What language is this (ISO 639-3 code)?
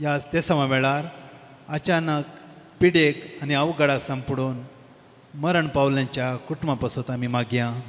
kok